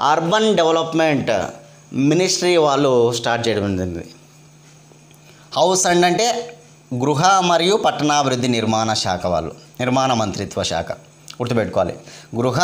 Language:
Telugu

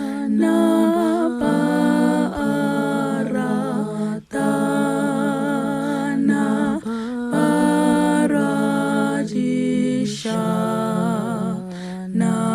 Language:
Northern Sotho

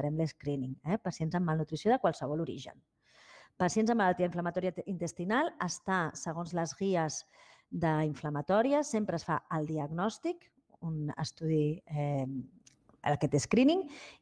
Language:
Catalan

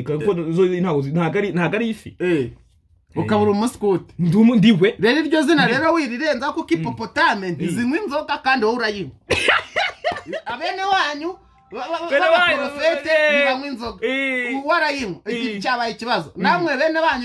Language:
Kinyarwanda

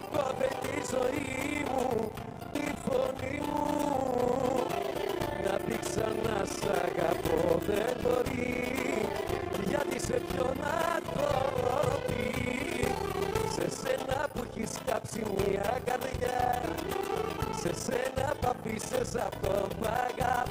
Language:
Greek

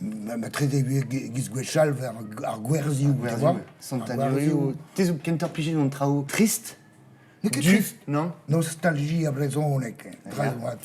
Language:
Breton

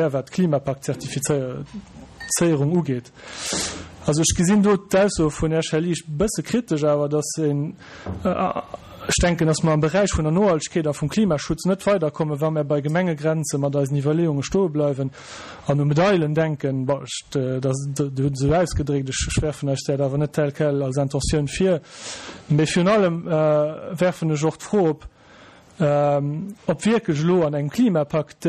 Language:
Luxembourgish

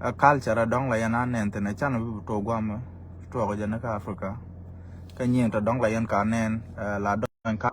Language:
Nuer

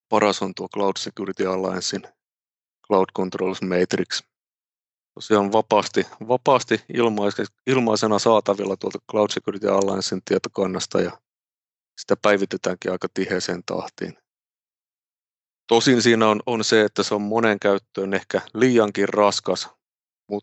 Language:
Finnish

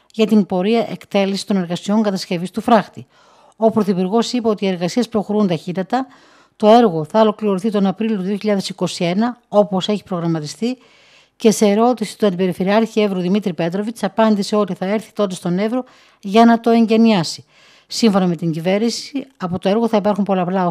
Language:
Greek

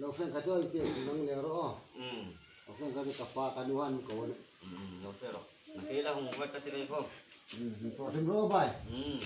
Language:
Hmar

